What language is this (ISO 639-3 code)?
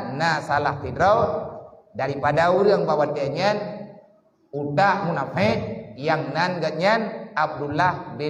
ace